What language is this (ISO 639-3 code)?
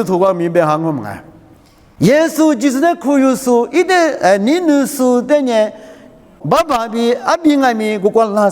lis